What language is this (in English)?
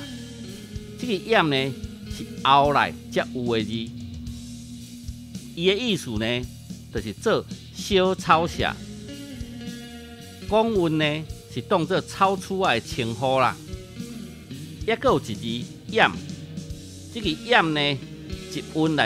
Min Nan Chinese